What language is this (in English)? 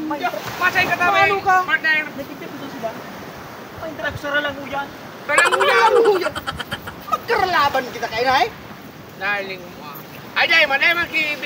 Bikol